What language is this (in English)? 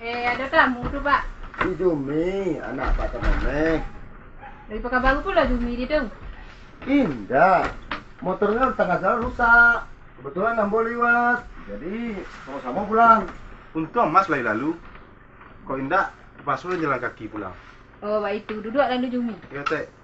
Minangkabau